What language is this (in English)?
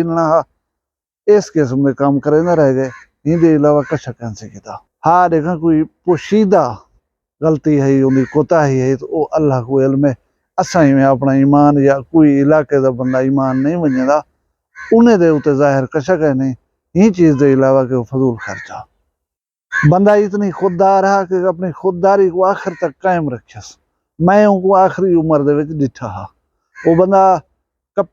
Saraiki